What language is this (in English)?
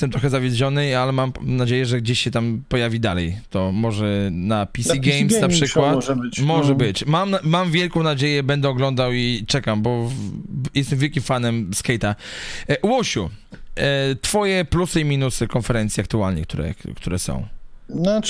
Polish